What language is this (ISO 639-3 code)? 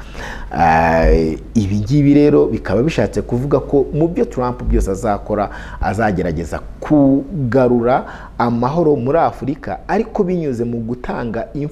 kin